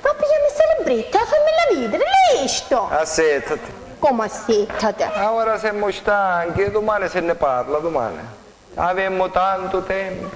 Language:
Sicilian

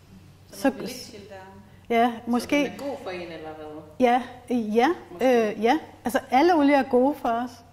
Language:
Danish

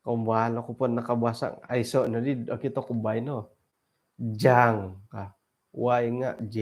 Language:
Central Dusun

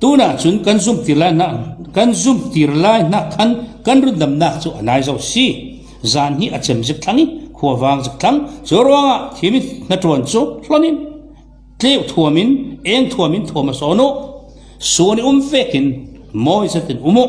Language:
Falam Chin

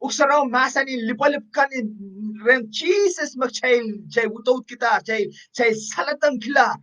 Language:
Pohnpeian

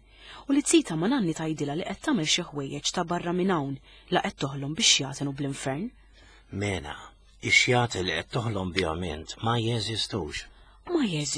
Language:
Maltese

